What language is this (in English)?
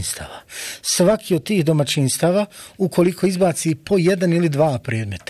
Bosnian